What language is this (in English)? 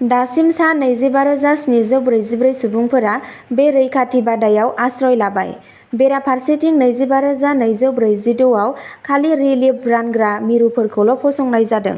Bodo